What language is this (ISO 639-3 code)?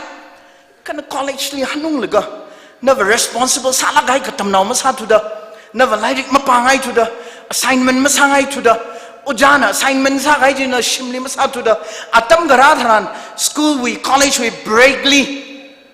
nmf